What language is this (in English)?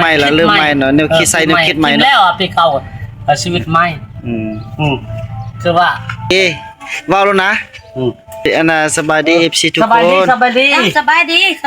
Northeastern Thai